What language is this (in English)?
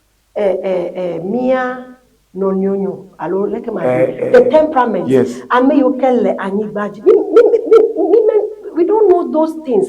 Ewe